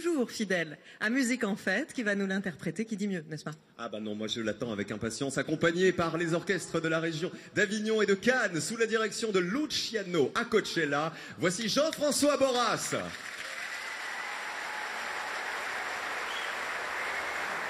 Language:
French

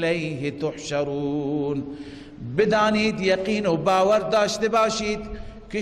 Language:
Persian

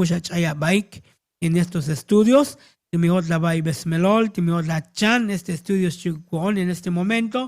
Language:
Tzotzil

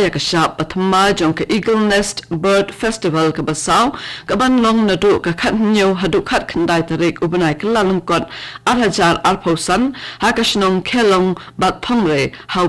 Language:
Khasi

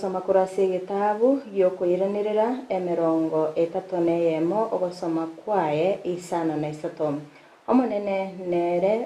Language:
Gusii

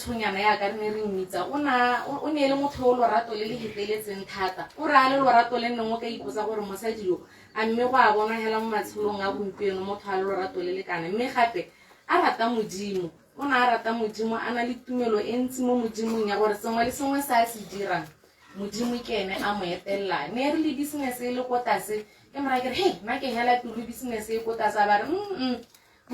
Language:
Tswana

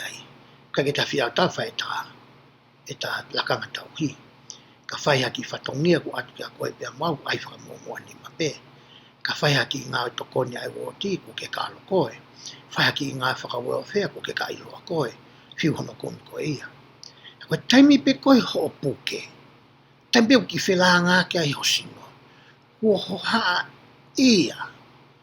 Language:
Tongan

